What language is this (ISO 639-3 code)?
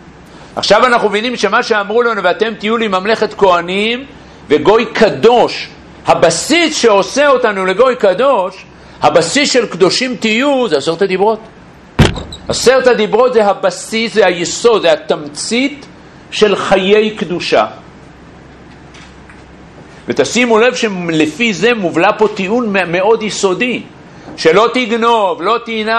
heb